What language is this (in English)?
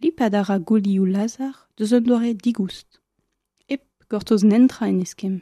Breton